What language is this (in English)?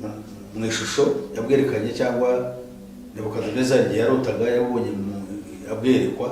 Kinyarwanda